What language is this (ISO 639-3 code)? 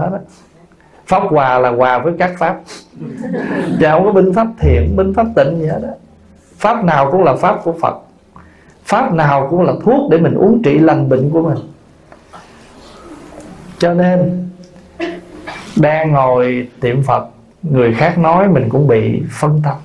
vie